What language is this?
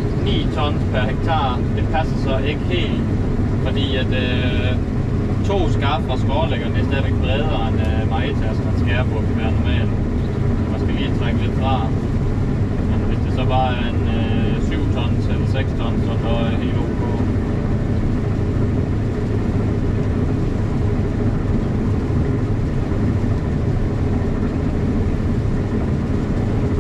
Danish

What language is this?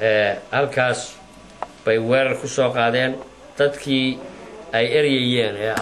Somali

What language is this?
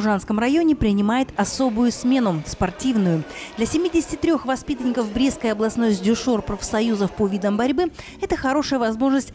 Russian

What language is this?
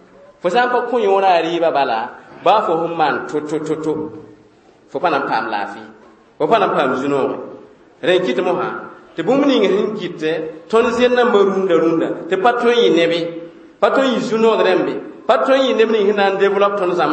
Mossi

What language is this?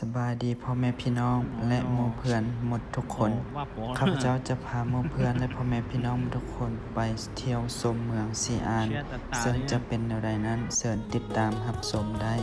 Hmong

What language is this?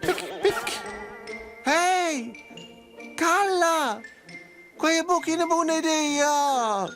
Romansh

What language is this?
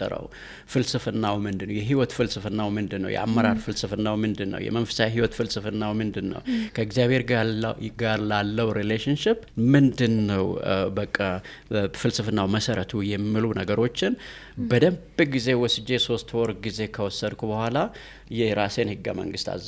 Amharic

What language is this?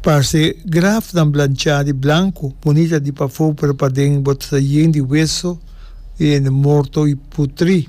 Papiamento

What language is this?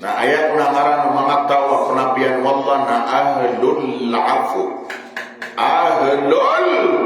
Maranao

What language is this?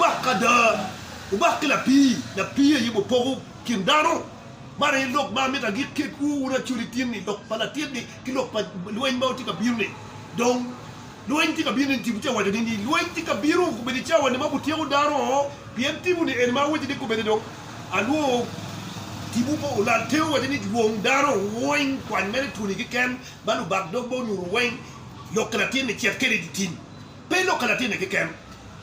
Acoli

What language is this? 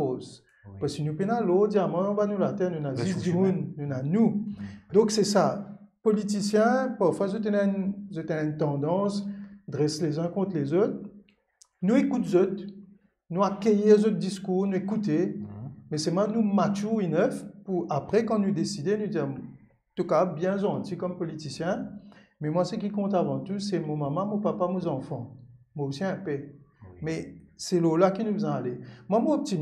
Morisyen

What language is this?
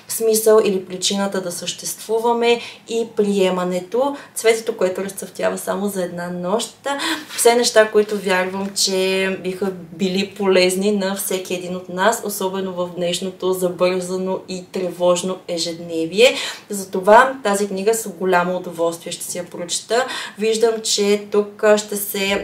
Bulgarian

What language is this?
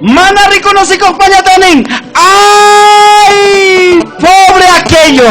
Ayacucho Quechua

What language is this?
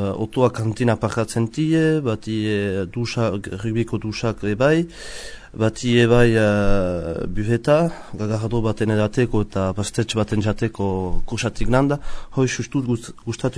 Basque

